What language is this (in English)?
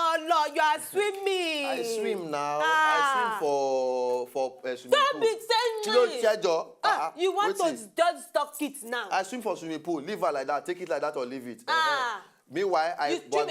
Nigerian Pidgin